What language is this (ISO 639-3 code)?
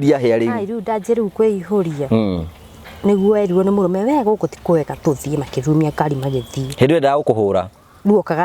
kik